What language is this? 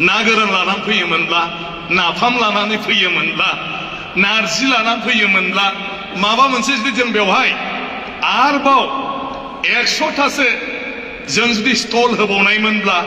Bodo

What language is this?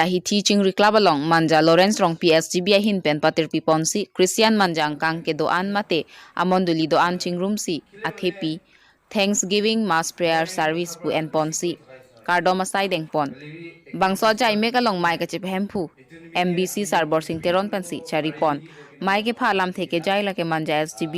Karbi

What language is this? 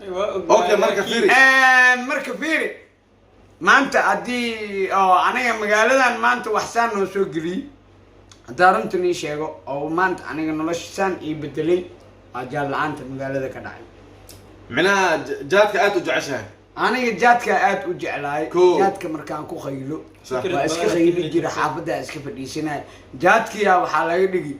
Somali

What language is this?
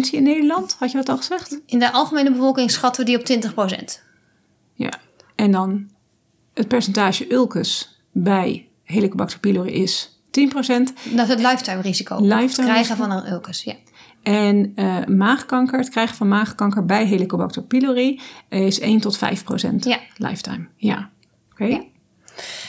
Dutch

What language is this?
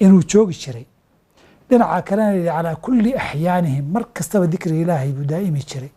Somali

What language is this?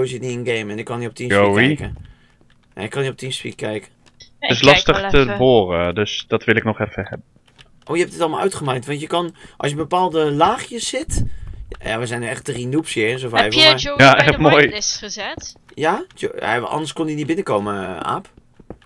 Dutch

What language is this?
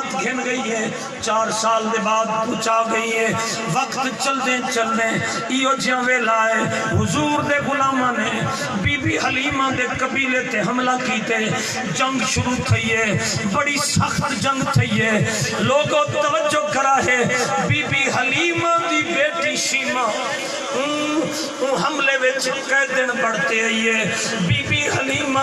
Saraiki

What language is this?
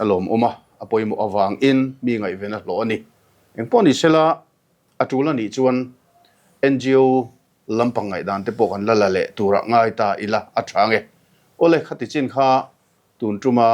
Mizo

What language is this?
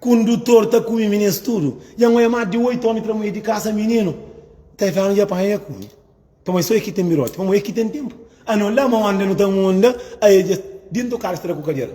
Kabuverdianu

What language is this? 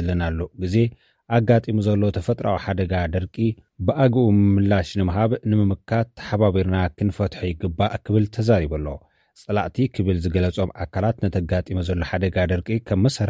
Tigrinya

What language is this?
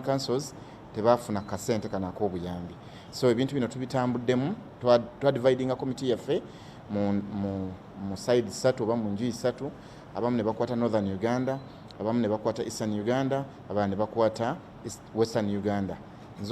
Ganda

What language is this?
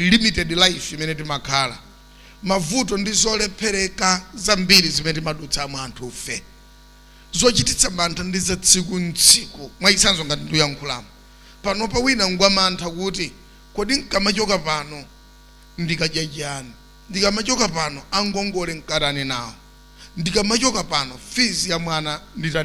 Nyanja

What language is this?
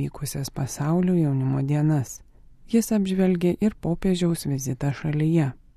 Lithuanian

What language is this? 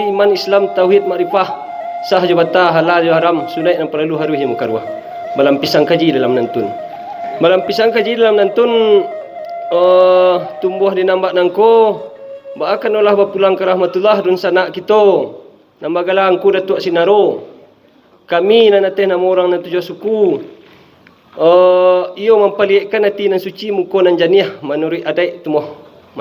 Minangkabau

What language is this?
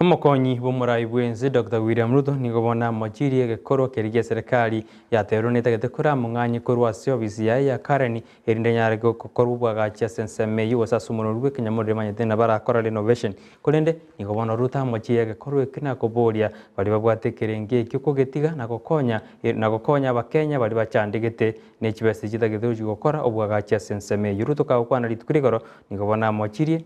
Gusii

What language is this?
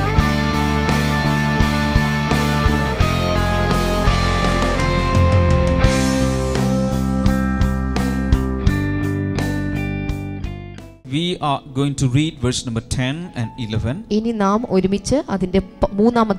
Malayalam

